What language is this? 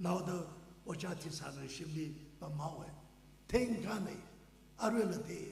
Tangkhul Naga (India)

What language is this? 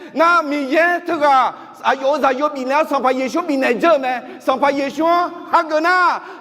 Akha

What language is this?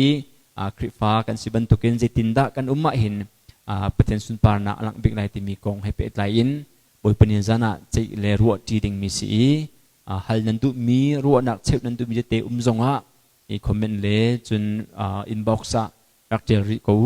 Hakha Chin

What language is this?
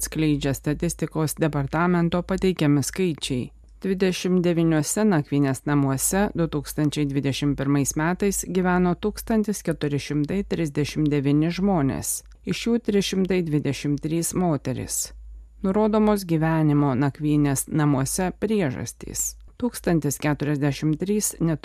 Lithuanian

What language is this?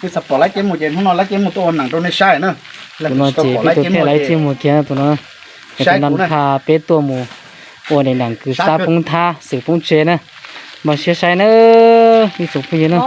Hmong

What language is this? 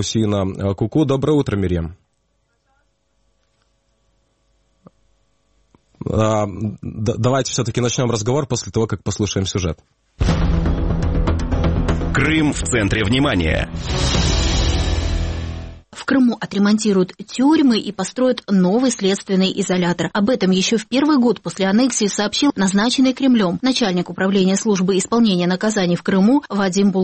Russian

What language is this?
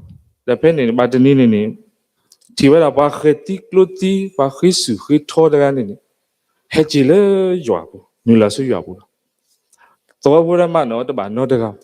S'gaw Karen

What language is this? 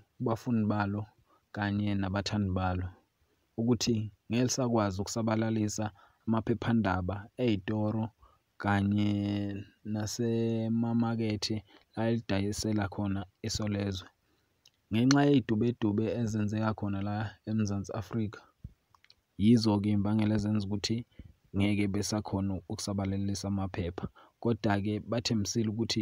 Zulu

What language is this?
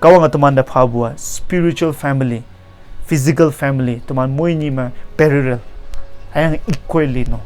Konyak Naga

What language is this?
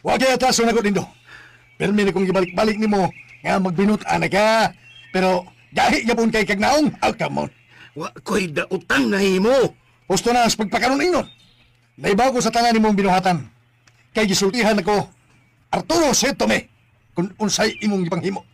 Cebuano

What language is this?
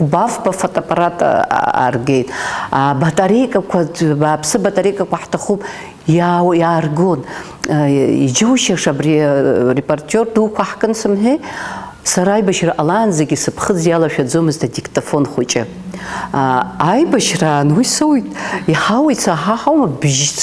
Abkhazian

